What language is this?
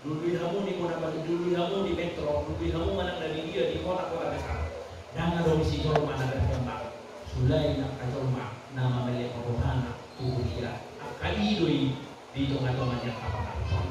Batak Toba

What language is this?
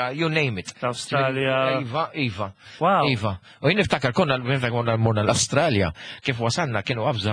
Maltese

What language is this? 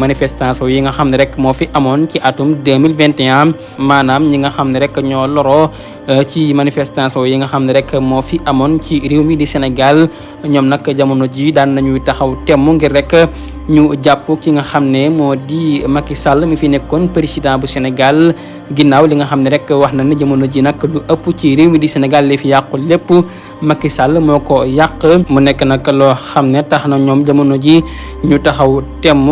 Wolof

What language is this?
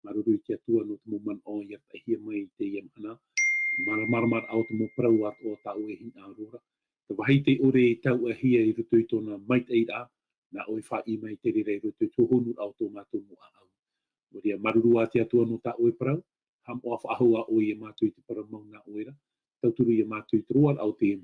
Tahitian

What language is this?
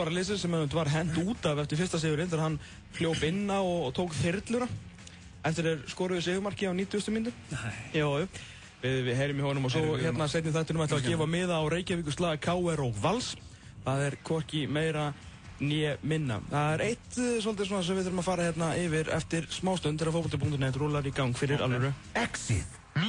Icelandic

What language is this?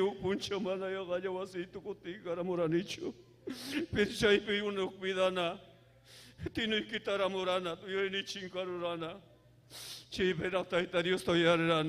Ayacucho Quechua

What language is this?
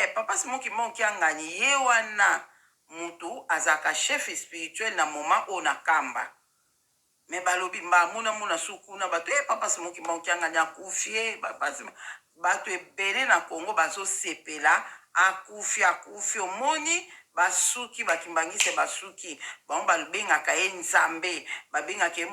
Lingala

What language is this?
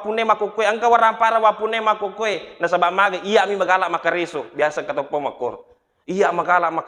Buginese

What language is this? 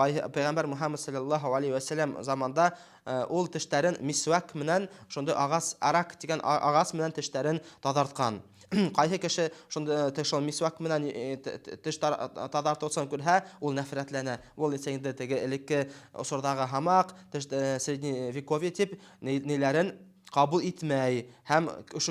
Bashkir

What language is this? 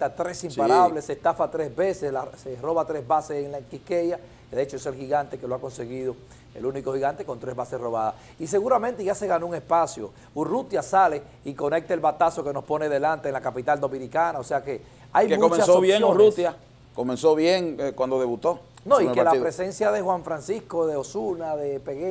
Spanish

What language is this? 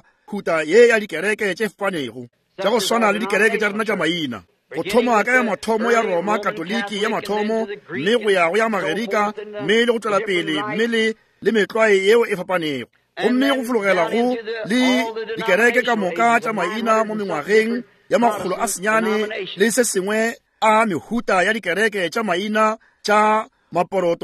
Northern Sotho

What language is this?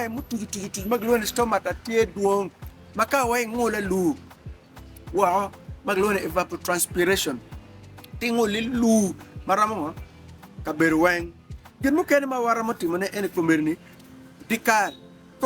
Acoli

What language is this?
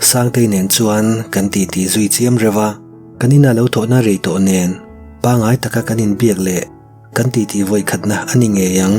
Mizo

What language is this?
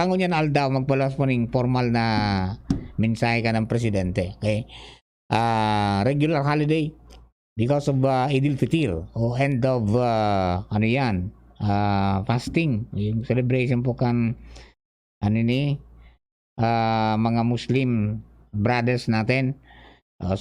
Bikol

